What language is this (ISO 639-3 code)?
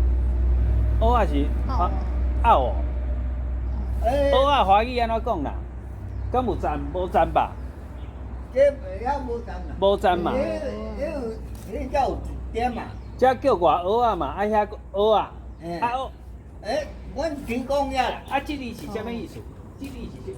nan